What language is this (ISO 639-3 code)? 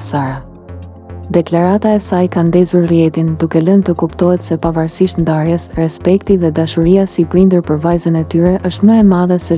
sqi